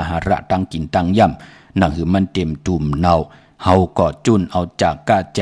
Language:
Shan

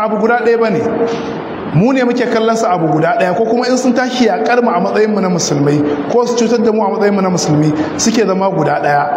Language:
Hausa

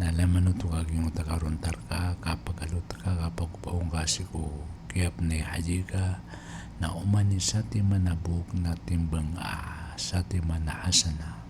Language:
Maranao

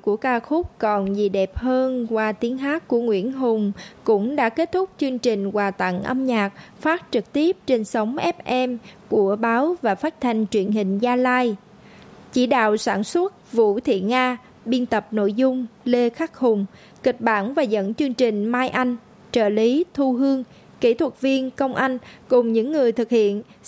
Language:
Vietnamese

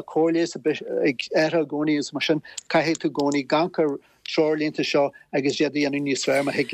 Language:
Irish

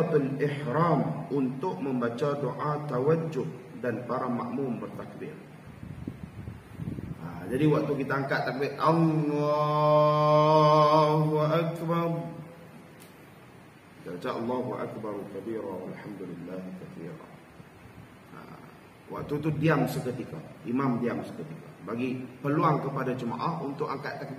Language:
Malay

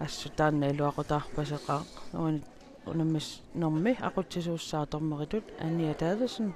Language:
Kalaallisut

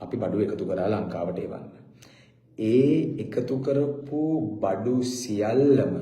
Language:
Sinhala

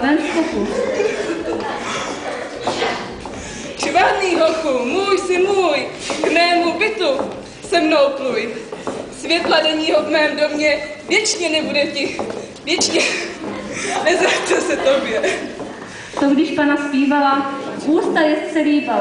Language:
Czech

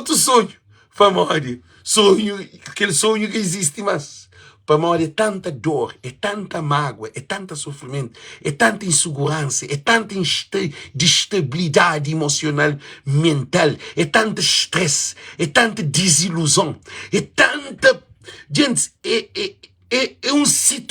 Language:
Kabuverdianu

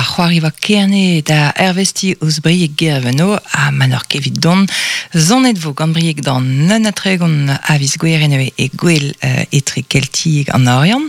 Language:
Breton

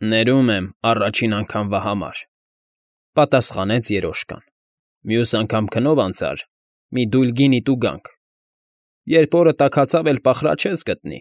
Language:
Armenian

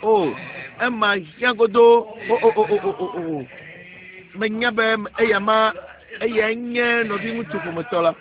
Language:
Ewe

